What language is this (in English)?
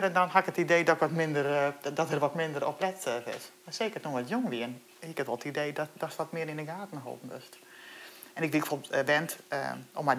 Western Frisian